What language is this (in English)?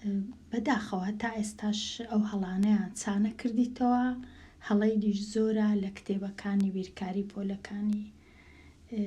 Central Kurdish